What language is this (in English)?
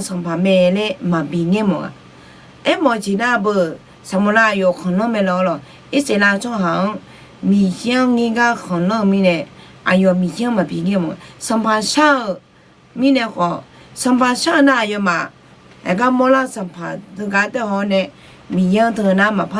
Akha